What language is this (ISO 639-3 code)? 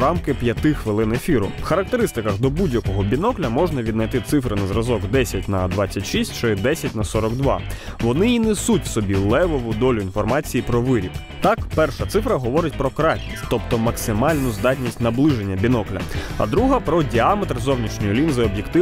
ukr